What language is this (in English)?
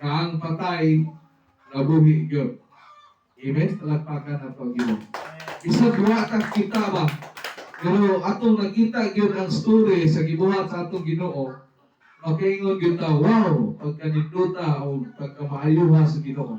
Cebuano